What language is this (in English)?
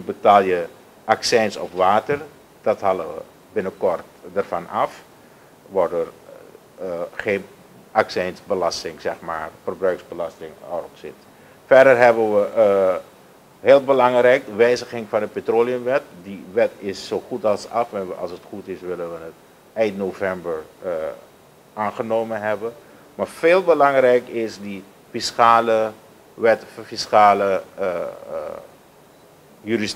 Dutch